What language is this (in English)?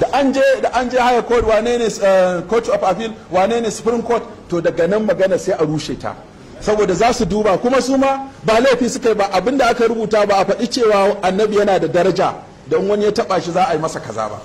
Hausa